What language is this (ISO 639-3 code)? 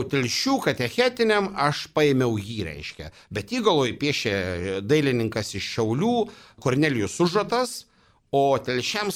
lit